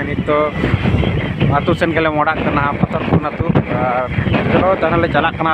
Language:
Santali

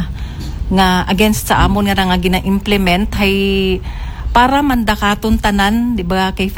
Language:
Aklanon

